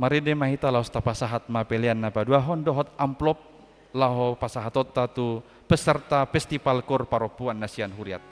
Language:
Batak Toba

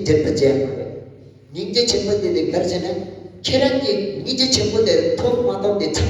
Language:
Tibetan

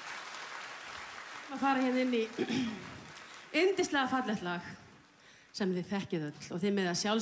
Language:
Icelandic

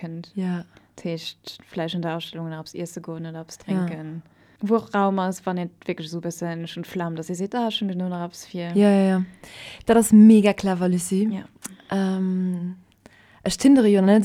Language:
Luxembourgish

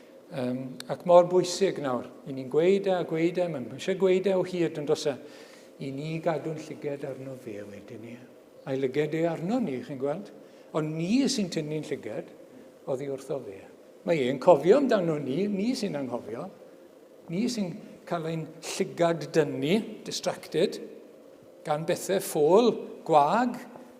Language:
Welsh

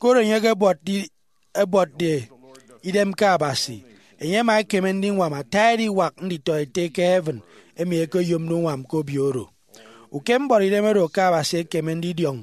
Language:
Efik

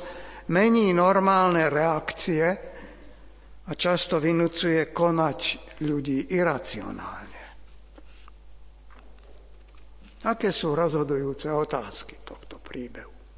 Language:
Slovak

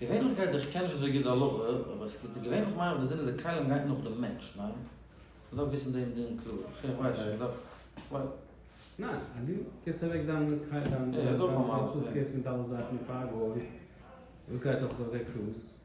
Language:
Yiddish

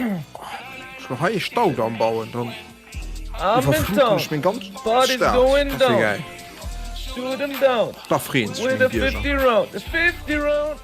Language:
Luxembourgish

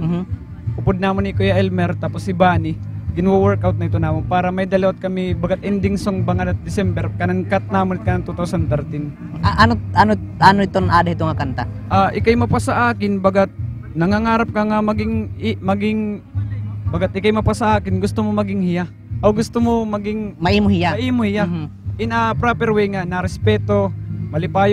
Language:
Waray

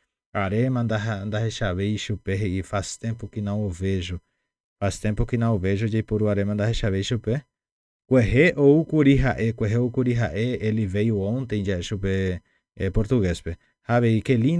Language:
Guarani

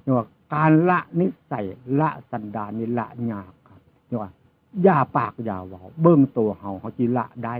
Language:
Northeastern Thai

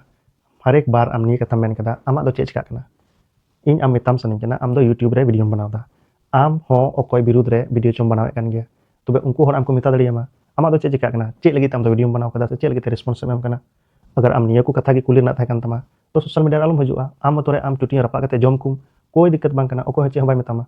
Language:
Santali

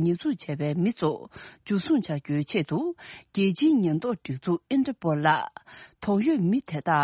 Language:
Tibetan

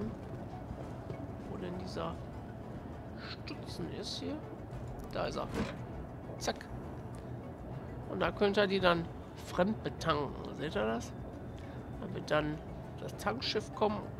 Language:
German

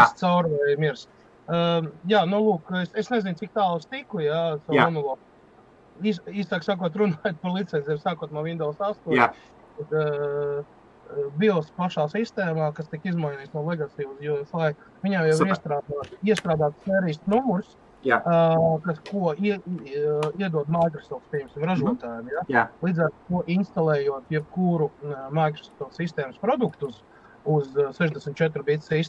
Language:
Latvian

